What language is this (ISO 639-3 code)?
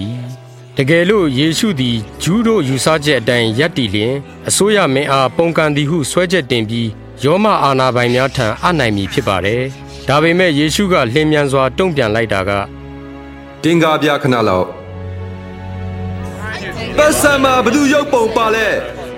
mya